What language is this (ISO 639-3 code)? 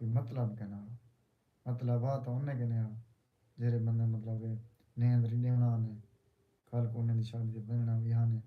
skr